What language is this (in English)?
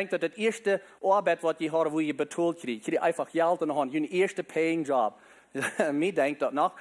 Plautdietsch